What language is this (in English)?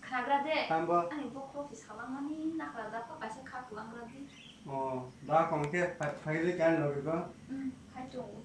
Kok Borok